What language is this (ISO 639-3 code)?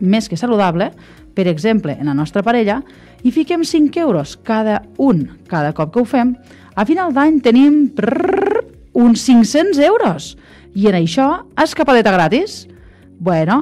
cat